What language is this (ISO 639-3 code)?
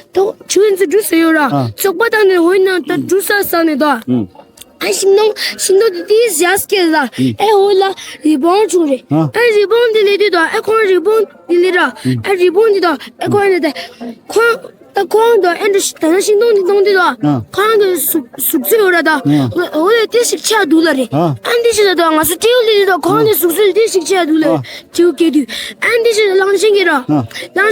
bod